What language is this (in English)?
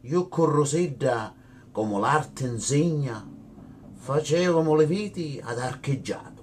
Sicilian